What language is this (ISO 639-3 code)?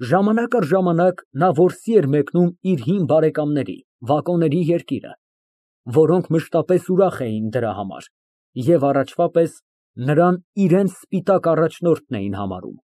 hye